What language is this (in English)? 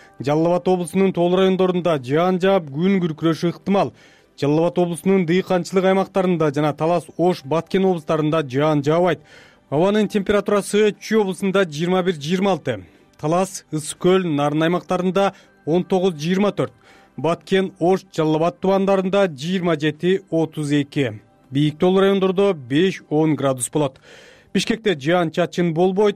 Kyrgyz